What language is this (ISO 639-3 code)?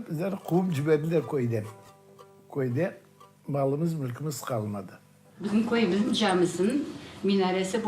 crh